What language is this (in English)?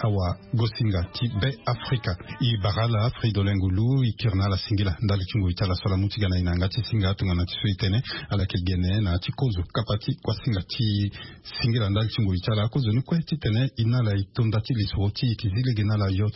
Sango